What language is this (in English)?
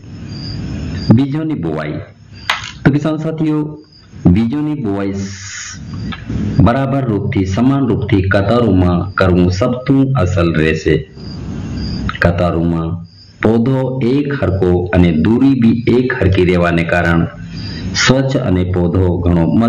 Gujarati